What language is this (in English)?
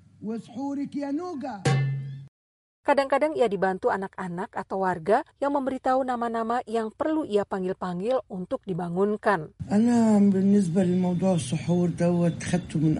Indonesian